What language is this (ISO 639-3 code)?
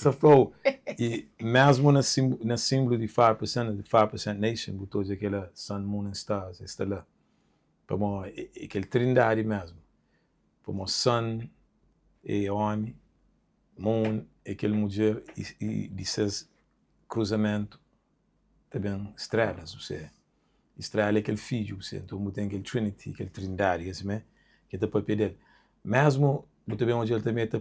kea